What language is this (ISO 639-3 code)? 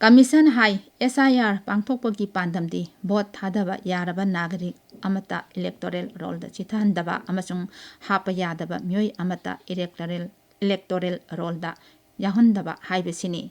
mni